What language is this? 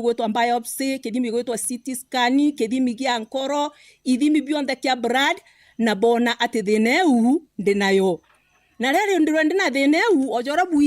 Meru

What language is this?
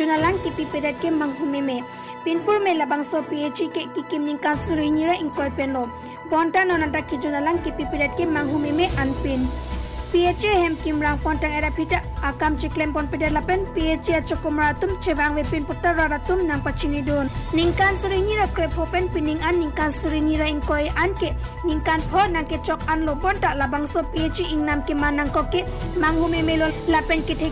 Karbi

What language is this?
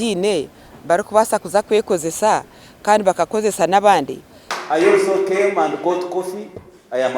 Nyankole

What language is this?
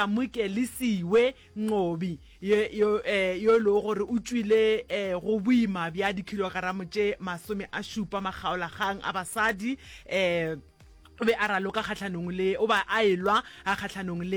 Northern Sotho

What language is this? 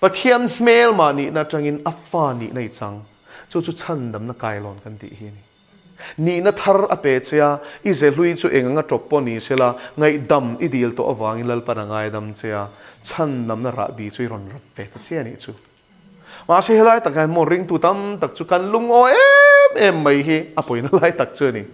Mizo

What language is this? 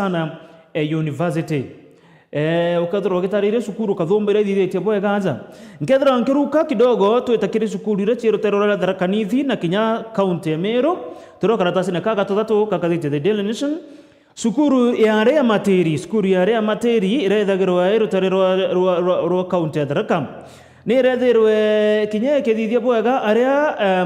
Meru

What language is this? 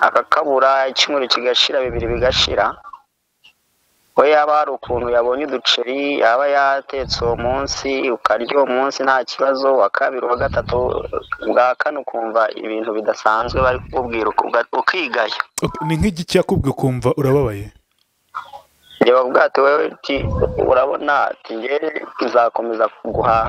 Kinyarwanda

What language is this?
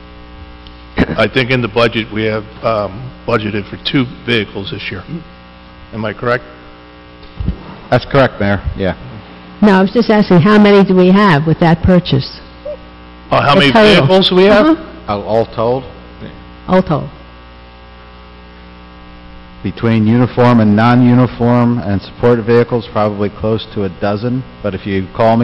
English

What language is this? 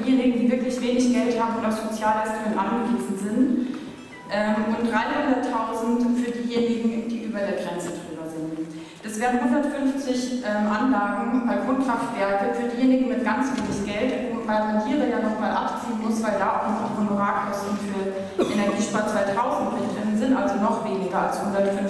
German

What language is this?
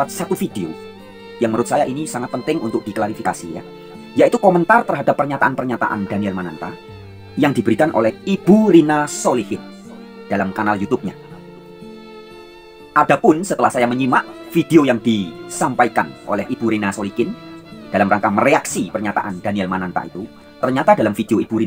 Indonesian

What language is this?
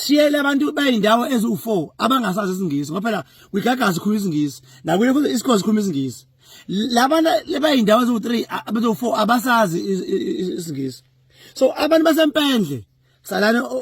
Zulu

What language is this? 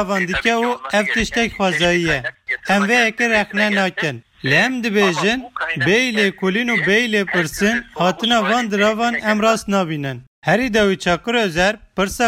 Kurdish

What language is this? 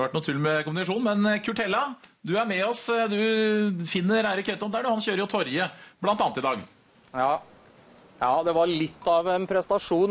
Norwegian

